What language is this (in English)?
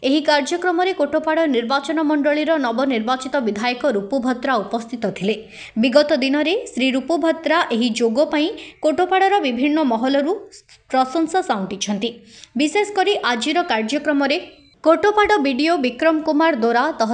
Odia